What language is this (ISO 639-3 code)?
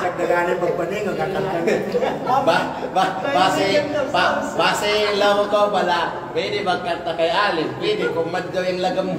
kqe